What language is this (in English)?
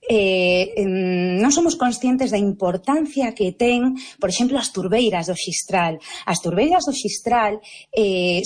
Galician